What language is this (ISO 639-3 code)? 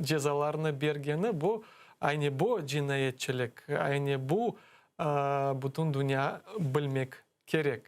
crh